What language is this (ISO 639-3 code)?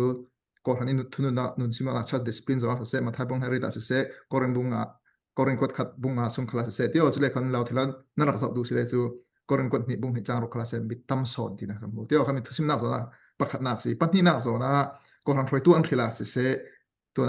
cfm